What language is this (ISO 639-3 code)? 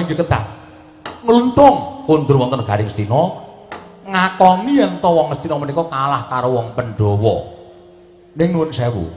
jav